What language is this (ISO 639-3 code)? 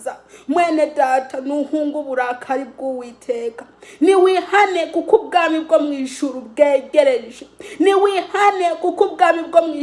run